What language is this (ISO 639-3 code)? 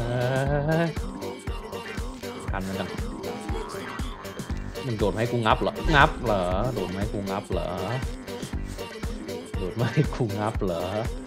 tha